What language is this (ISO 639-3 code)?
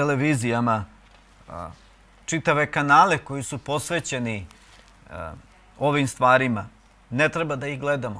srp